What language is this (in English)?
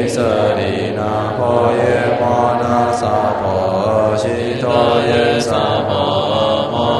Chinese